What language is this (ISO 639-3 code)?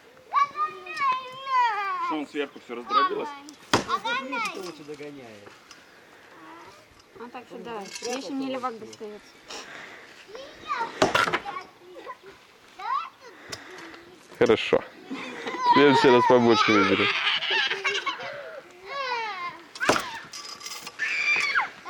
rus